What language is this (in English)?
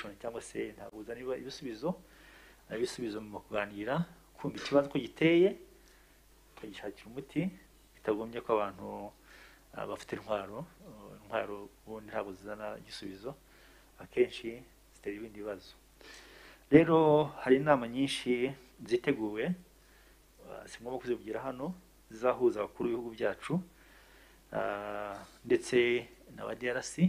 Kinyarwanda